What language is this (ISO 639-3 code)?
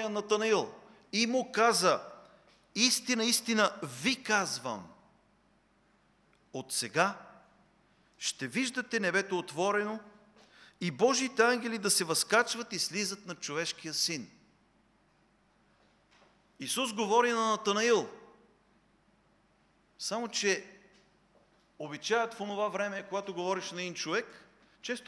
bul